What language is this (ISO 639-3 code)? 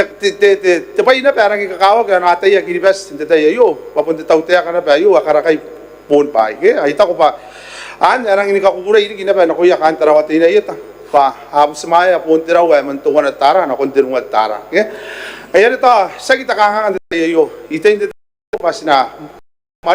gil